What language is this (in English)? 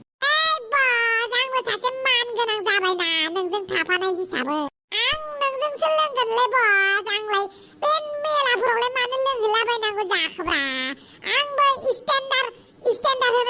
Bodo